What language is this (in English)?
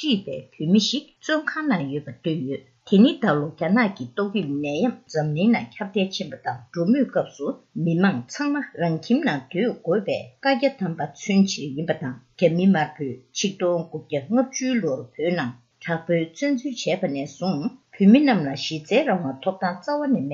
Tibetan